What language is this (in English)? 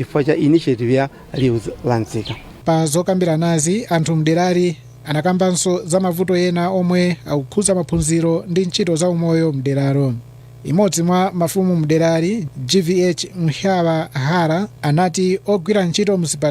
Nyanja